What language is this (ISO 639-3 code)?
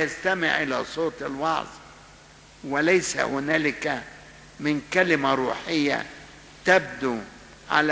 arz